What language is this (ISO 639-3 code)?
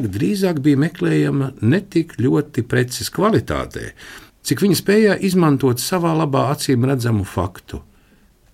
lav